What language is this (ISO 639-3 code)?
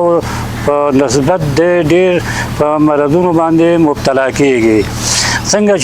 pus